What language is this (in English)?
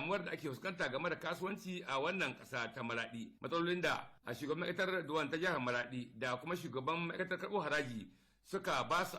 Hausa